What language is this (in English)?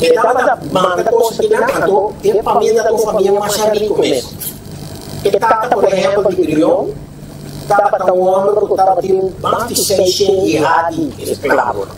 Papiamento